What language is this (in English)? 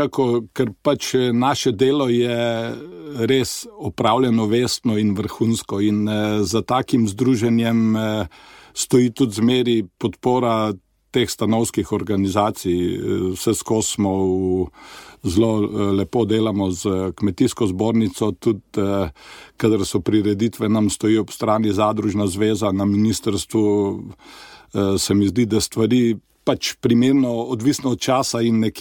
Slovenian